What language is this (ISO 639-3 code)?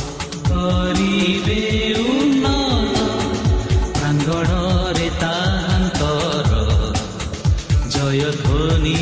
ori